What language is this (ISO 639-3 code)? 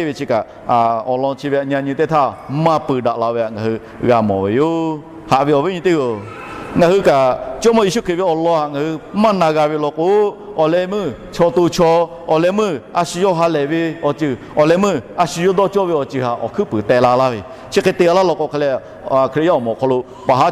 lhu